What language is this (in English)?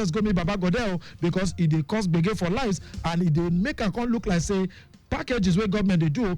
Nigerian Pidgin